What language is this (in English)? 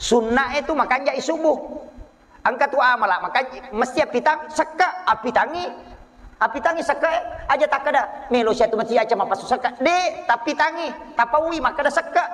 Buginese